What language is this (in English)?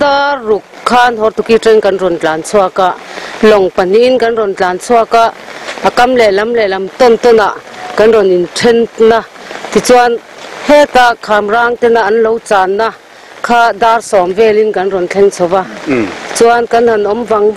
Mizo